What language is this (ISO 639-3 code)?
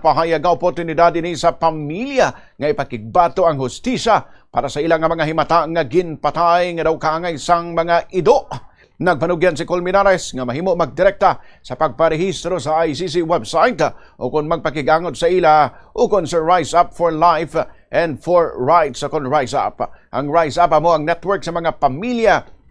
hil